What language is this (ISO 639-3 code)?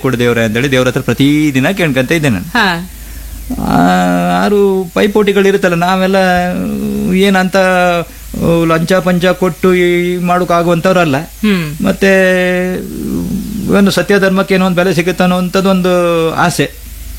kan